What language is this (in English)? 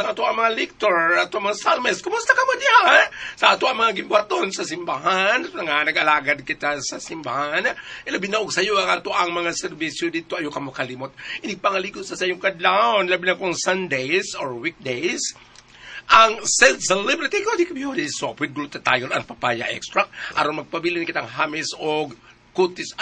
Cebuano